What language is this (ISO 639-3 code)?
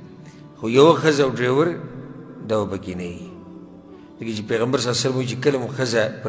pus